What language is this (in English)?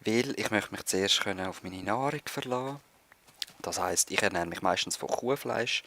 Swiss German